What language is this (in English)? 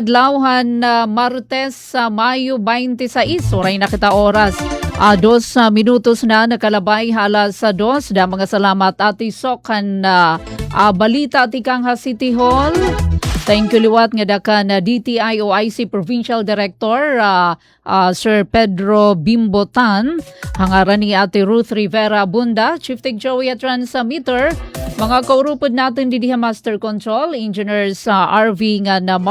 Waray